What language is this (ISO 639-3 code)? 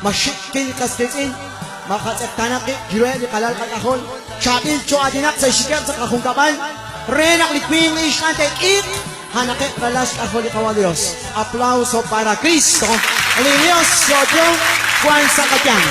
kek